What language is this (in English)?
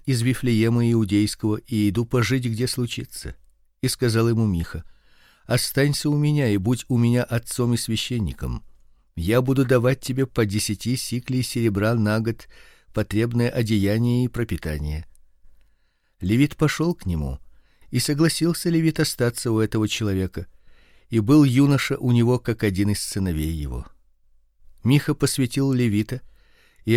Russian